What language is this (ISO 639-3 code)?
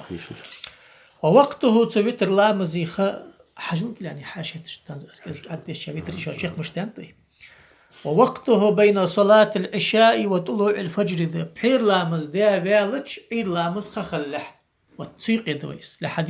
inh